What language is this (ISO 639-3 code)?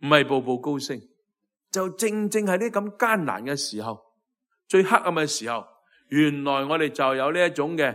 yue